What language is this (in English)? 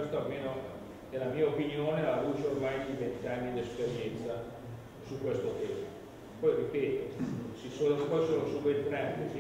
Italian